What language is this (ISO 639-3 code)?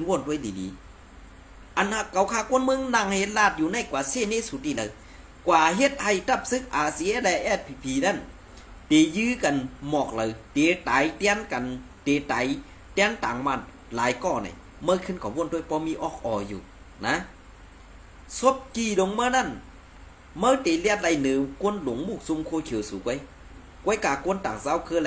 shn